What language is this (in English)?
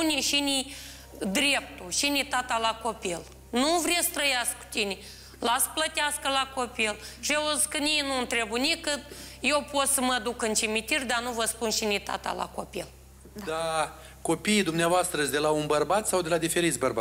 Romanian